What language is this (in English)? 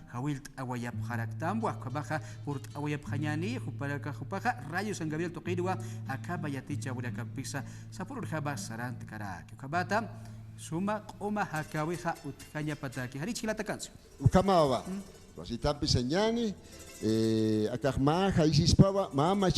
Aymara